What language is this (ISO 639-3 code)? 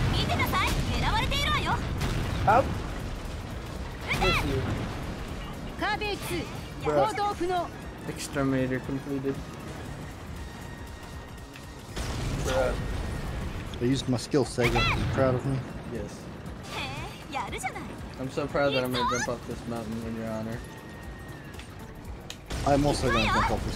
eng